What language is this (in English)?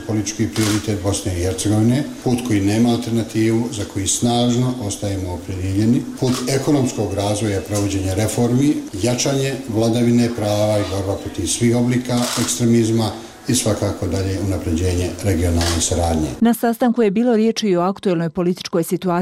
Bosnian